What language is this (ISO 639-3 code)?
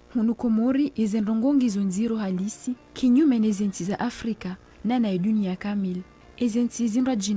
zdj